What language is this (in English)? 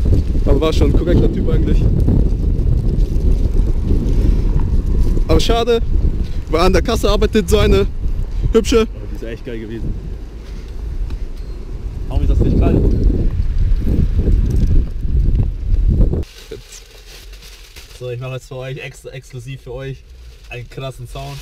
German